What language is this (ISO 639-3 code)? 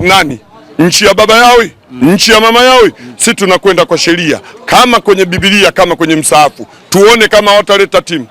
swa